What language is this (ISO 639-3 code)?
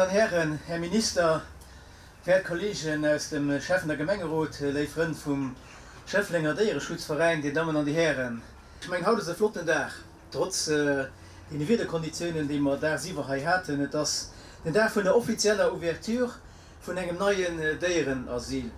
ltz